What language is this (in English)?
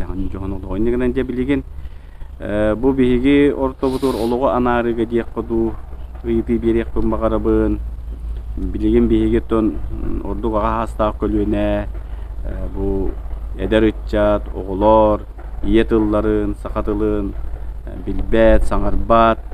Yakut